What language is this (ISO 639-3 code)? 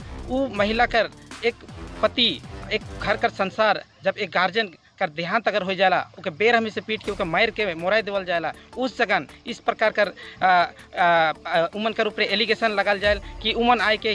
sck